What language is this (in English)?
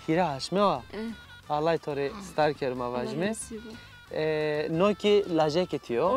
Zaza